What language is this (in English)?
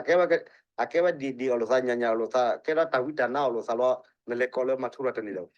S'gaw Karen